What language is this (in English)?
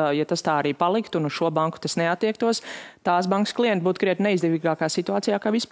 Latvian